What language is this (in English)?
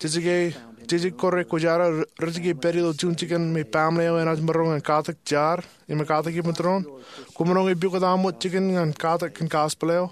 Marshallese